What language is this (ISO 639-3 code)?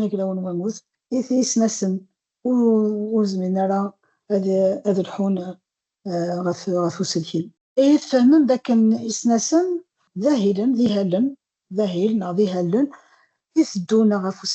kab